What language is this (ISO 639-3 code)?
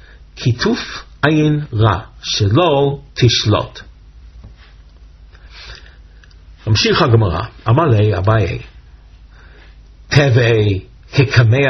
heb